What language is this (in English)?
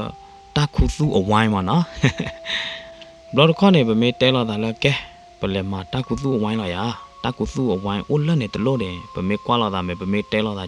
S'gaw Karen